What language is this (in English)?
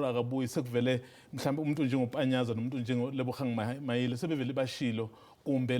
Zulu